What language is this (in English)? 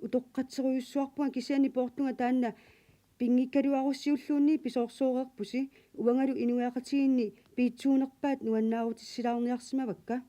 Kalaallisut